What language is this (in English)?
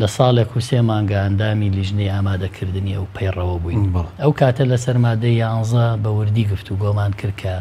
Central Kurdish